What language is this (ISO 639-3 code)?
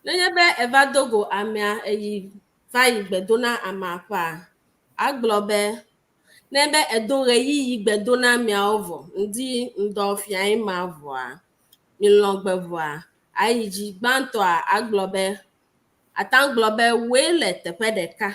ewe